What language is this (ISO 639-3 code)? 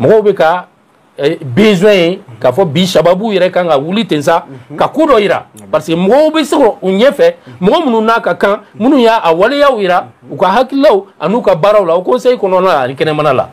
bam